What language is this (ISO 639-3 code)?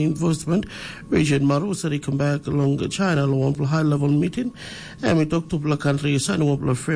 tpi